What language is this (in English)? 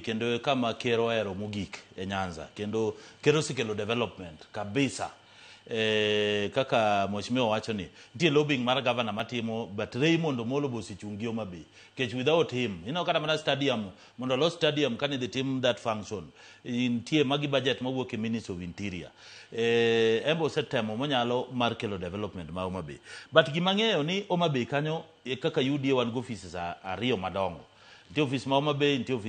Luo (Kenya and Tanzania)